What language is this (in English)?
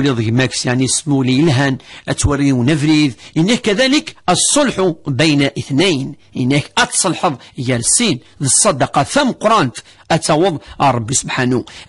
Kabyle